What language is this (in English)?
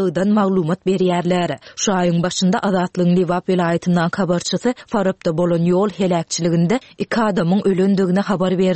Turkmen